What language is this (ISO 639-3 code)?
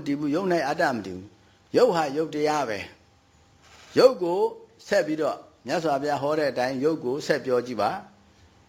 mya